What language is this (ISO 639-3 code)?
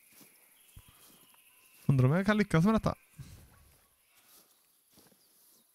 swe